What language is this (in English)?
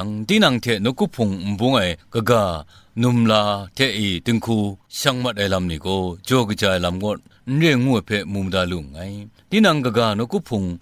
Kachin